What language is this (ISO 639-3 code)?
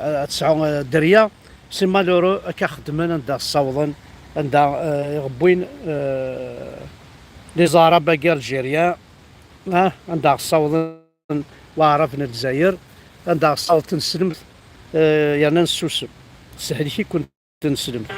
kab